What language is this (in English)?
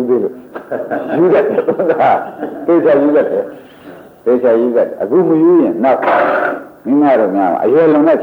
Burmese